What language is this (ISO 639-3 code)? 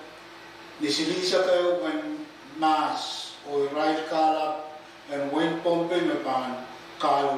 pon